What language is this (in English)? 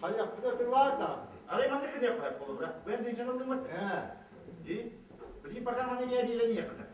Yakut